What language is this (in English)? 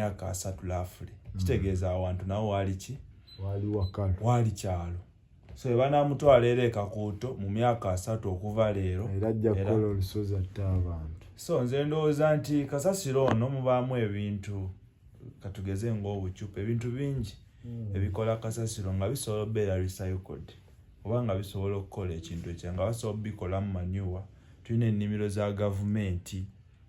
Ganda